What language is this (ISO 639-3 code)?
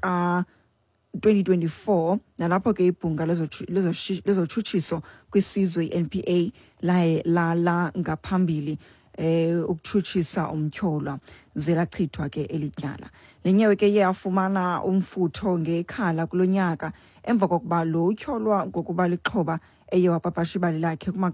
xho